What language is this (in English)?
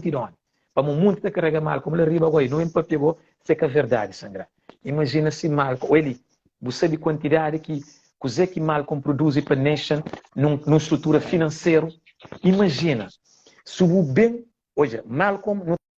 Kabuverdianu